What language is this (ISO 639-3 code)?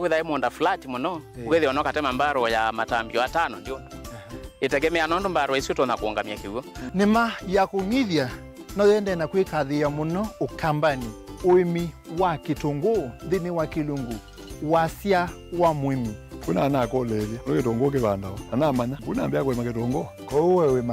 kam